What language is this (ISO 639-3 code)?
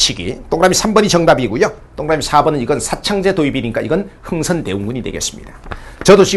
kor